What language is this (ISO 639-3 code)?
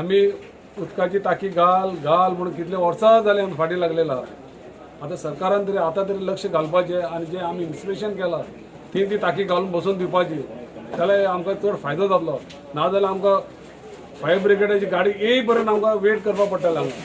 kok